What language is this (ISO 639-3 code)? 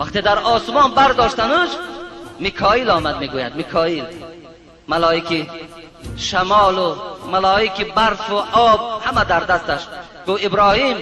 tgk